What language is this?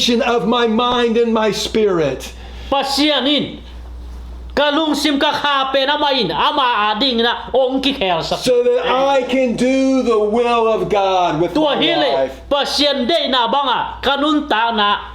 Tedim Chin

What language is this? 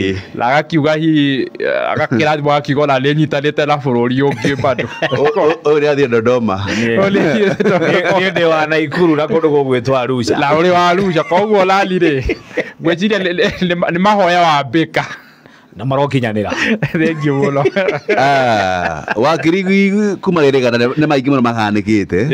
Kikuyu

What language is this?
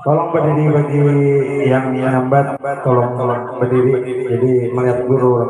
Banjar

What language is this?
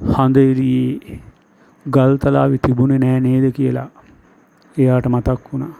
Sinhala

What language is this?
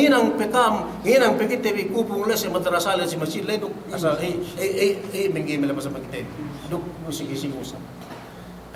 Yakan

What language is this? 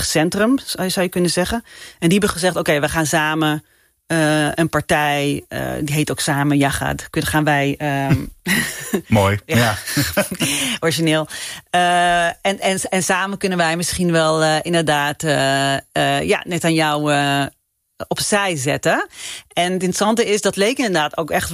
Dutch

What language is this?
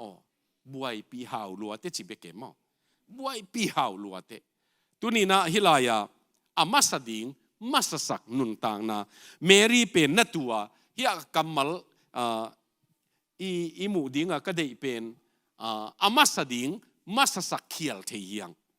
Tedim Chin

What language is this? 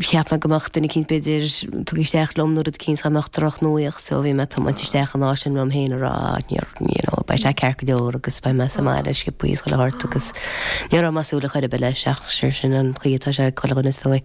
Irish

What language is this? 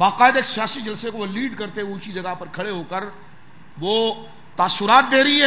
Urdu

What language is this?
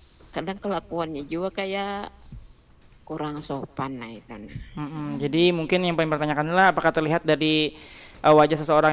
Banjar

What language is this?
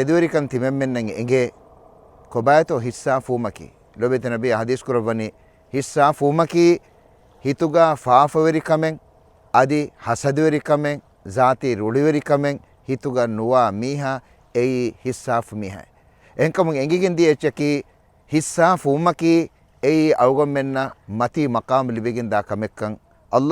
Divehi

